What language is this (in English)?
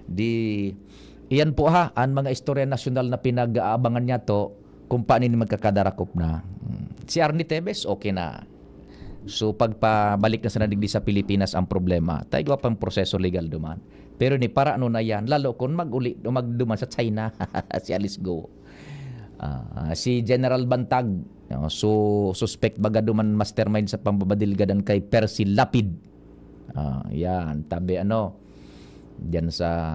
Bikol